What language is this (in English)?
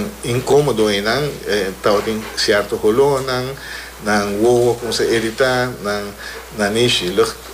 Papiamento